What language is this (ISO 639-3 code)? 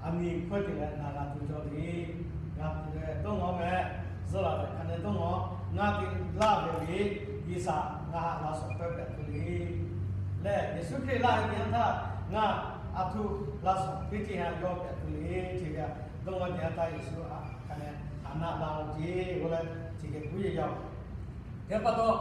lhu